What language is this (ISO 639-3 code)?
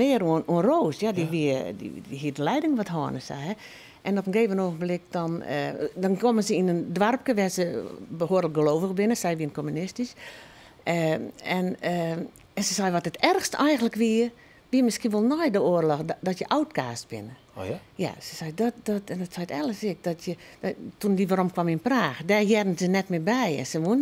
fry